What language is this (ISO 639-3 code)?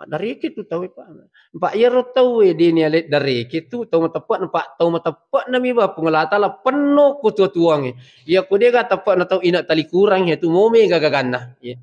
bug